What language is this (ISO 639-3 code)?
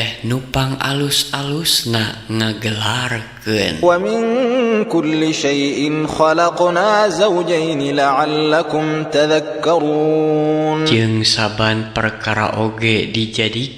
sun